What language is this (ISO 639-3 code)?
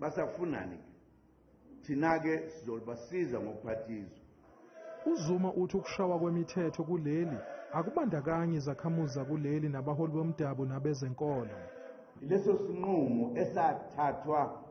zul